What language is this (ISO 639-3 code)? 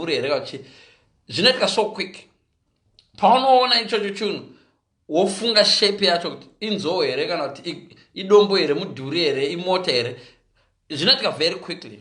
sna